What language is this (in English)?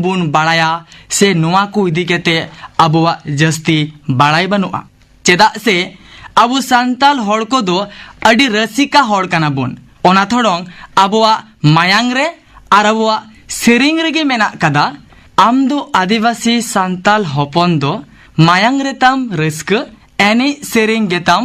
Santali